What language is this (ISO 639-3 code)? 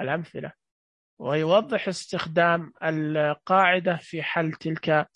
ars